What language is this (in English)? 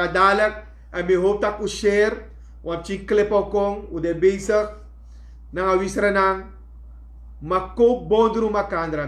Sranan Tongo